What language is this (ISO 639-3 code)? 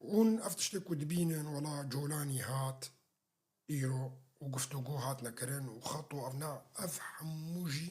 kur